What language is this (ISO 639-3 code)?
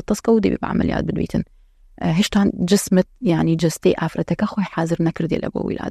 ckb